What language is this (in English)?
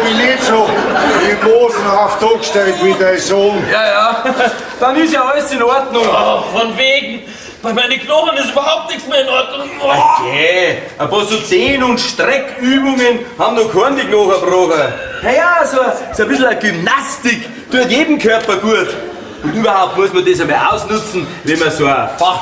Bavarian